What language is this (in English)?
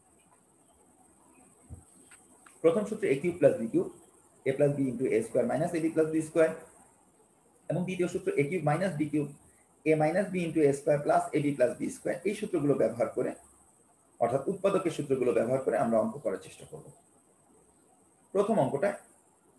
Bangla